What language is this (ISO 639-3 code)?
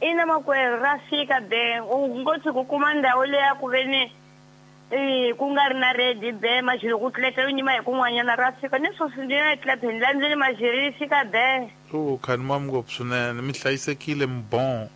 tso